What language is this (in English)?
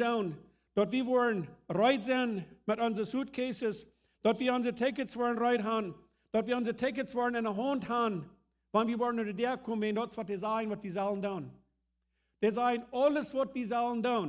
Plautdietsch